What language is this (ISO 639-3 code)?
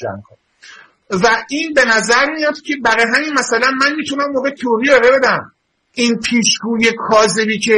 fas